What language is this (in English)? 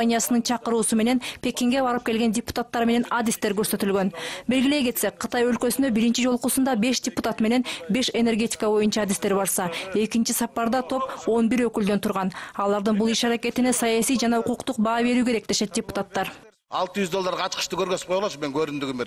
Kyrgyz